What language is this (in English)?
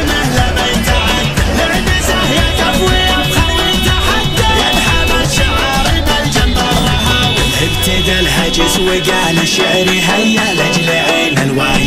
Arabic